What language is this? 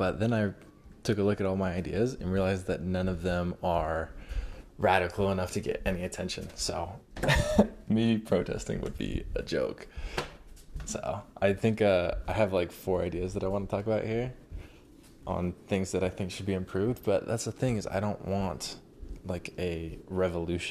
English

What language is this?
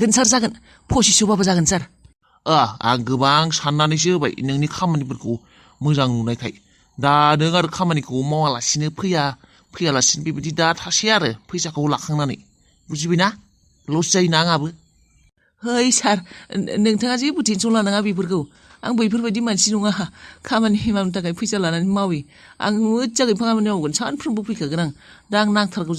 Bodo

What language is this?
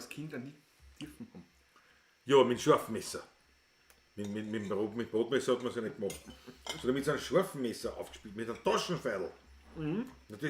Bavarian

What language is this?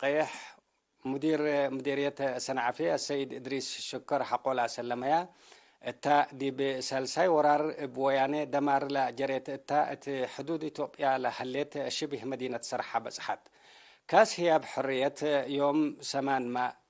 Tigre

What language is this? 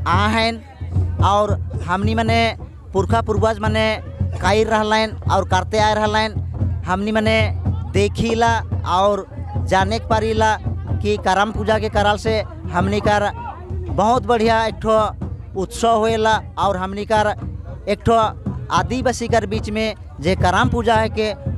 Sadri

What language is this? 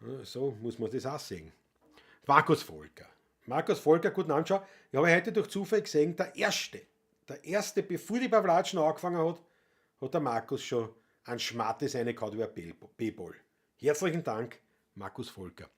Bavarian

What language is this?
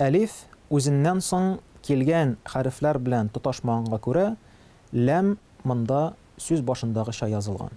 Tatar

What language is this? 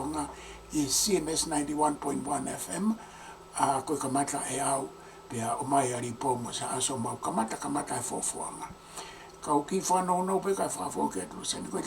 Tongan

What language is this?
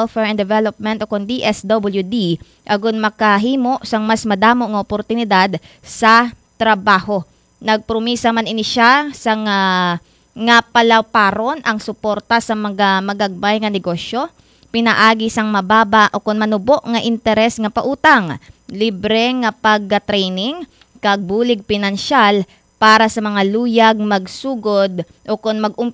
Hiligaynon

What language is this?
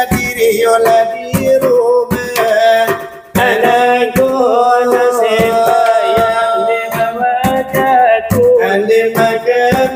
Minangkabau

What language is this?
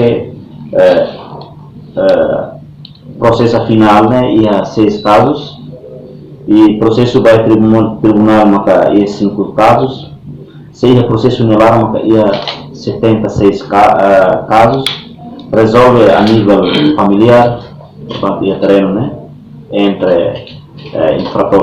Tetum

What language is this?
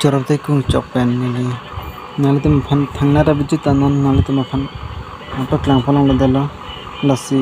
Karbi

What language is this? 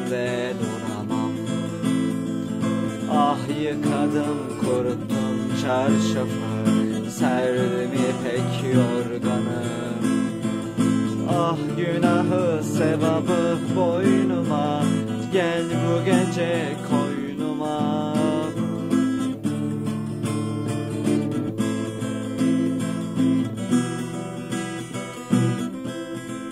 Turkish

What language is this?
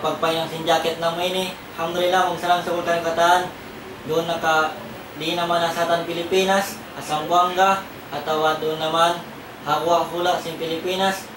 Tausug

